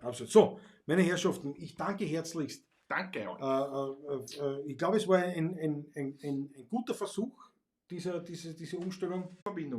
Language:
Bavarian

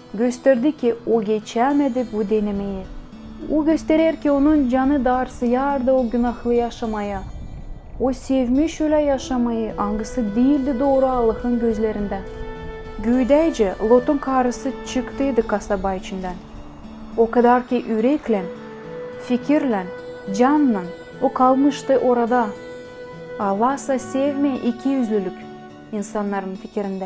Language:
Gagauz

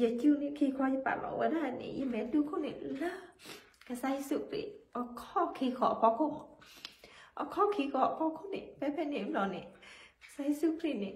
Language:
S'gaw Karen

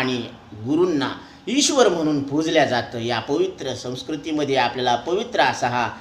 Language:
Marathi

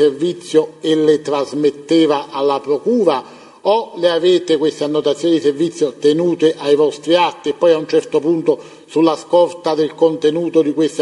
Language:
Italian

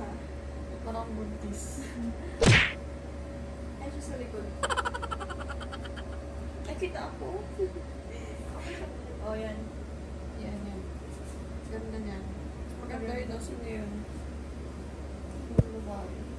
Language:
Filipino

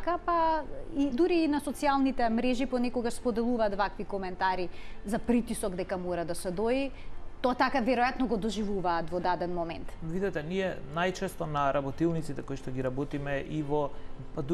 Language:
Macedonian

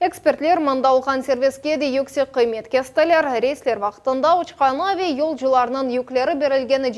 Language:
Crimean Tatar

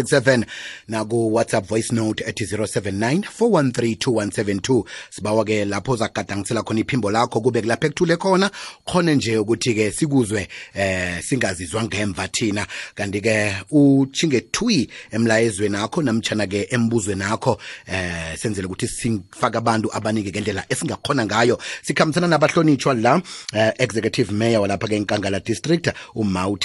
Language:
South Ndebele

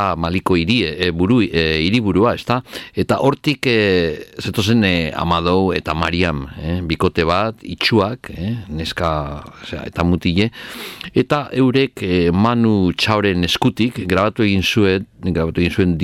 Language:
Basque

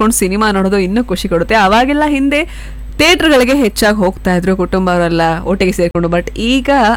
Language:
Kannada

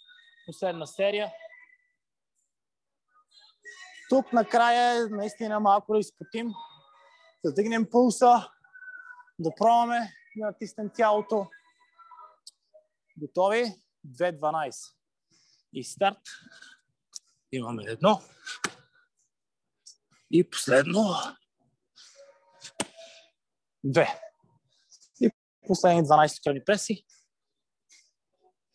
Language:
Bulgarian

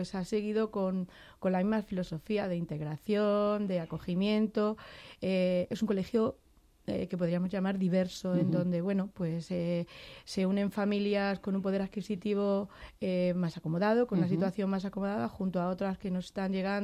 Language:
Spanish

